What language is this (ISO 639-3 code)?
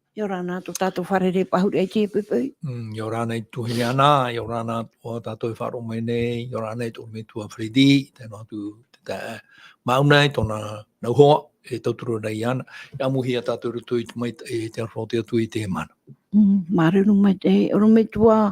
tah